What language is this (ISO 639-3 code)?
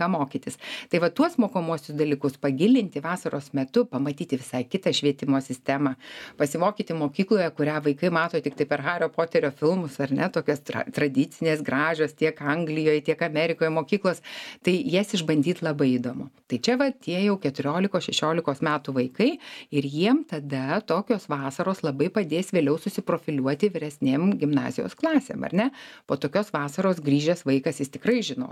lit